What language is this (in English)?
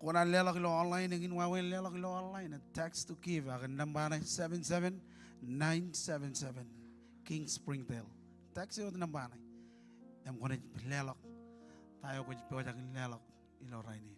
Marshallese